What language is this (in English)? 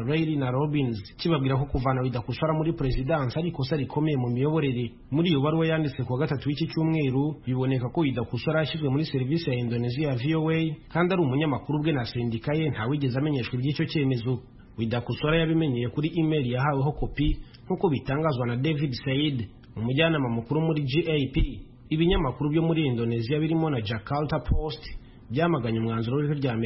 Kinyarwanda